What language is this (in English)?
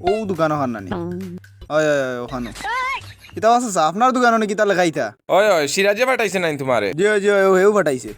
Sylheti